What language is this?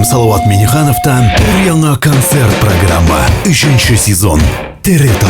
Tatar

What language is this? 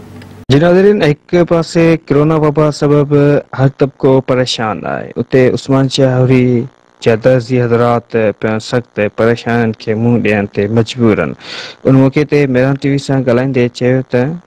Sindhi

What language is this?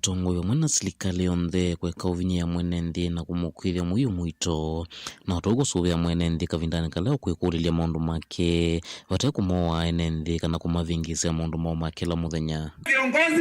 Kamba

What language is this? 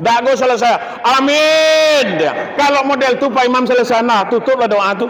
Minangkabau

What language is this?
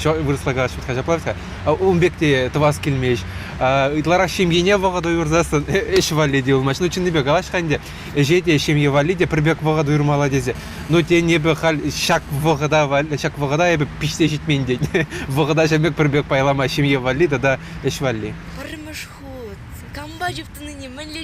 Chuvash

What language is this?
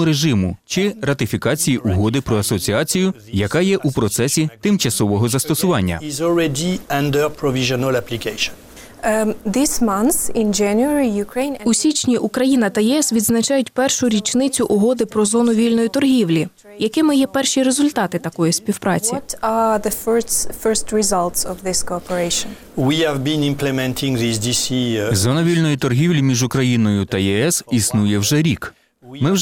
Ukrainian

